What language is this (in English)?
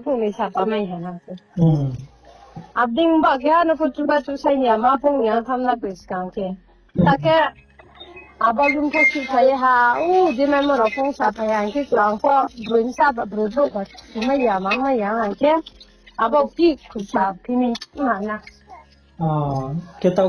Riang (India)